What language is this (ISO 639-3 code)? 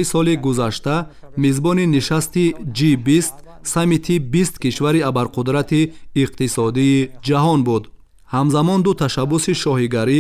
tgk